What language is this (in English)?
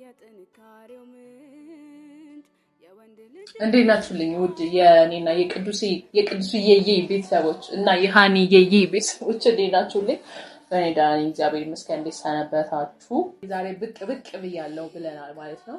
Amharic